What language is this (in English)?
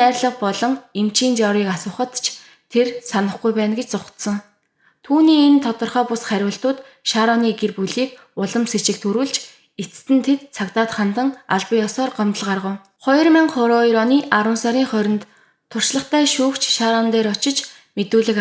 Mongolian